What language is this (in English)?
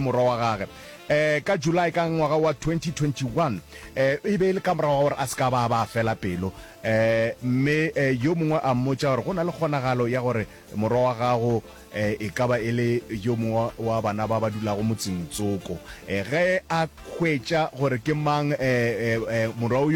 Northern Sotho